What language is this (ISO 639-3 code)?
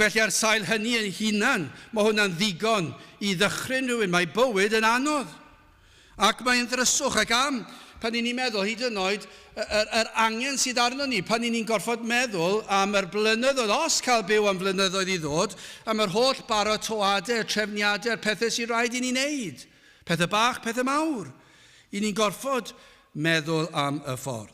cym